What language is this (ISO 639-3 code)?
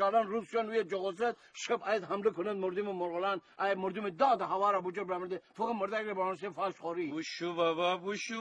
glk